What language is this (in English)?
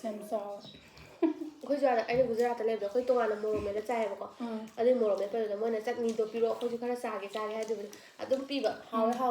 Manipuri